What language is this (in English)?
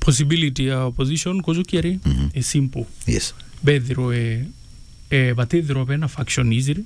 Meru